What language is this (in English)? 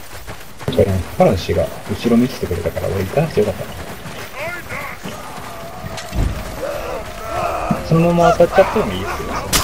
Japanese